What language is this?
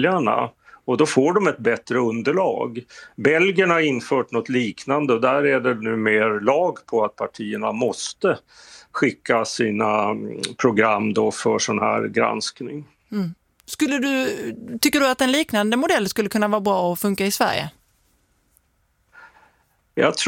Swedish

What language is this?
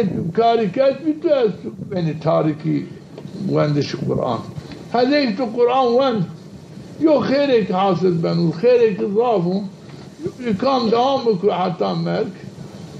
Zaza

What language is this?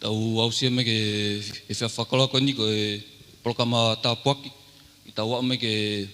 Tongan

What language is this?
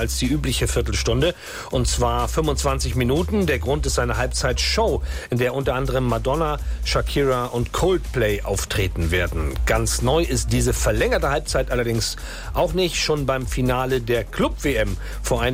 German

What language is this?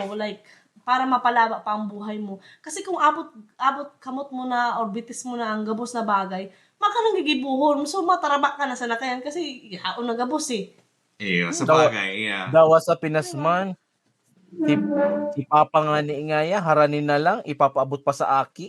Bikol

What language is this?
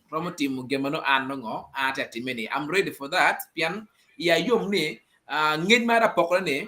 Acoli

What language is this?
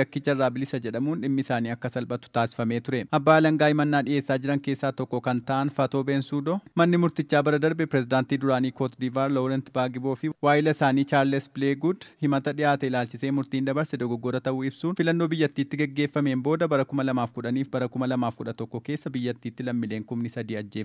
Oromo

